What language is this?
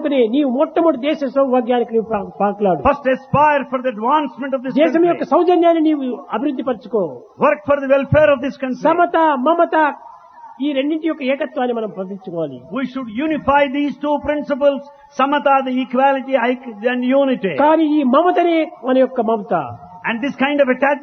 Telugu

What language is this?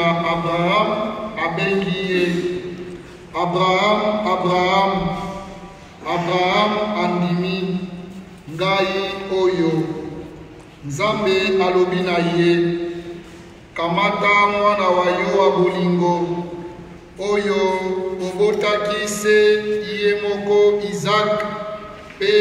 Lingala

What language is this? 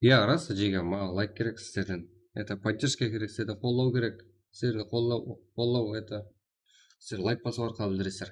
Kara-Kalpak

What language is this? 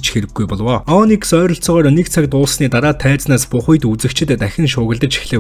Mongolian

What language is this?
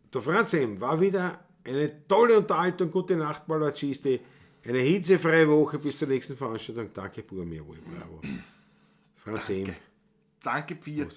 Bavarian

